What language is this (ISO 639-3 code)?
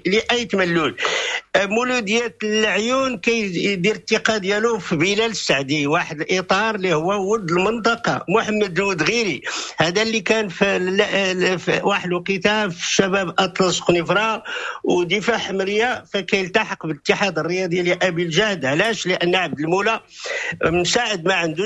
ary